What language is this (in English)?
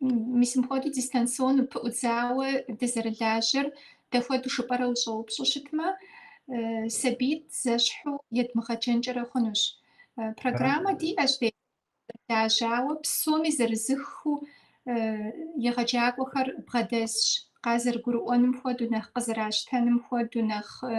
Kabardian